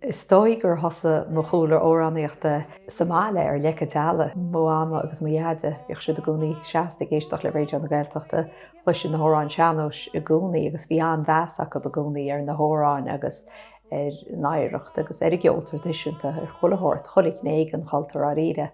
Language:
Irish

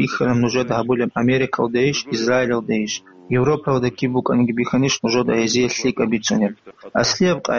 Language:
Avaric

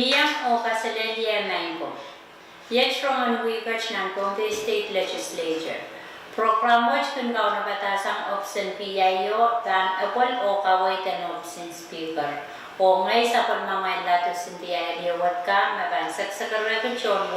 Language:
Pohnpeian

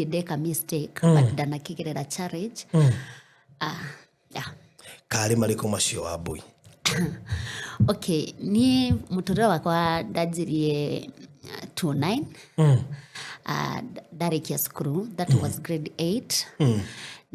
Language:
Kikuyu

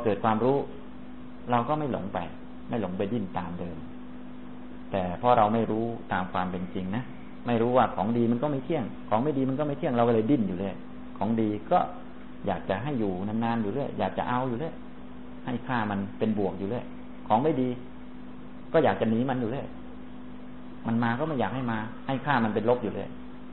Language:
Thai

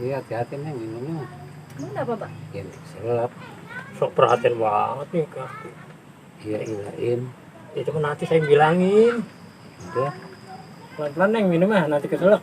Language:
Betawi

